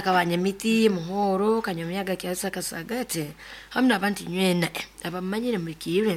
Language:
Nyoro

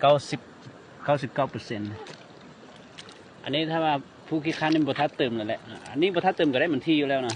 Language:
Lao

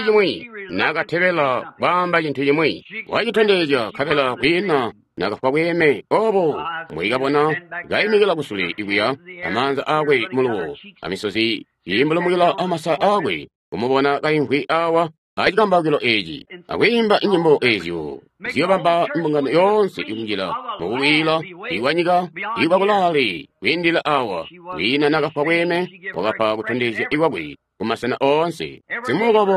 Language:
Tonga (Zambia)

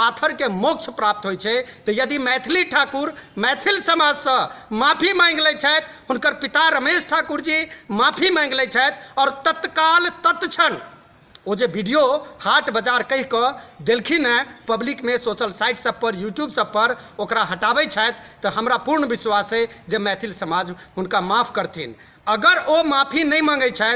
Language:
Maithili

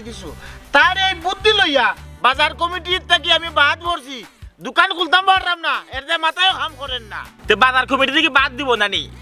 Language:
Sylheti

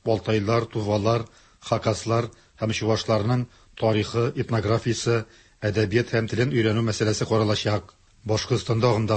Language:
Tatar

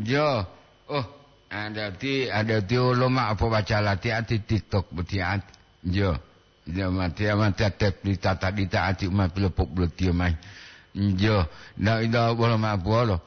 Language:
Gorontalo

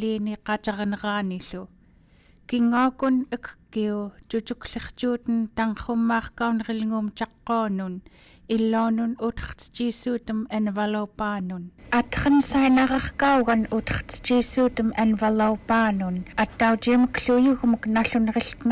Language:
Central Yupik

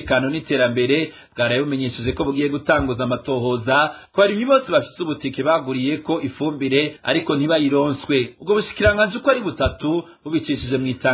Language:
Rundi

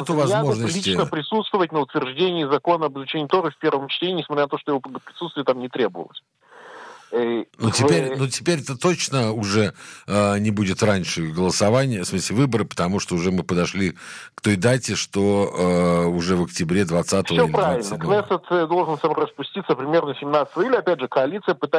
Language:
Russian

